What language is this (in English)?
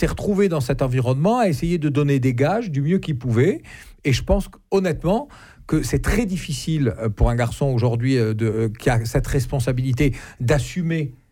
French